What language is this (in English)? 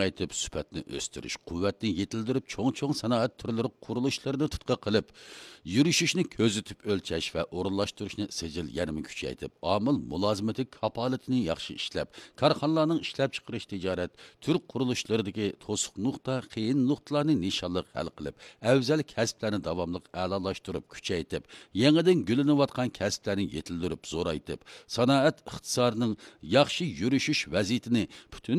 Uyghur